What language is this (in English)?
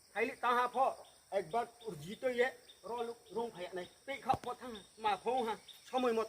Riang (India)